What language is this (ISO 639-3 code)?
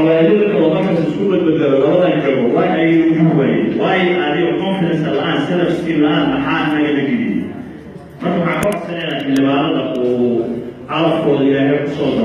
som